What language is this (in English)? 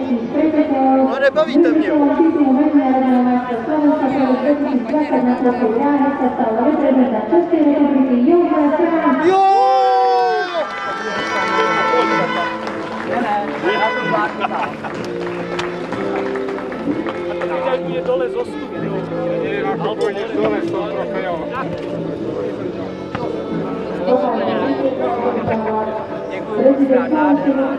Slovak